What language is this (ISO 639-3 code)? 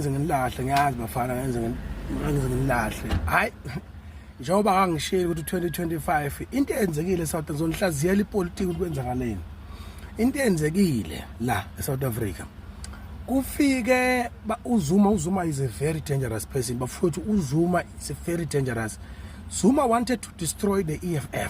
zul